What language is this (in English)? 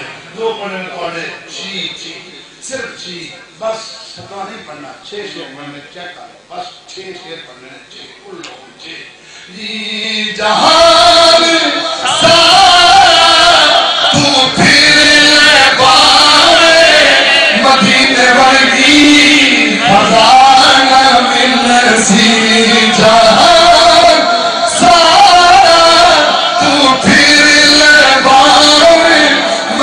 Saraiki